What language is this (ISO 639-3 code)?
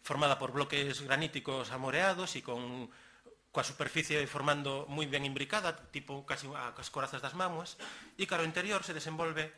glg